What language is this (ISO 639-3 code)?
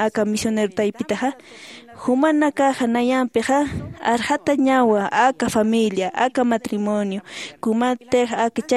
aym